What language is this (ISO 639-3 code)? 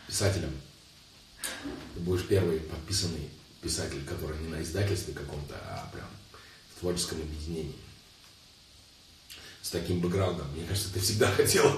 rus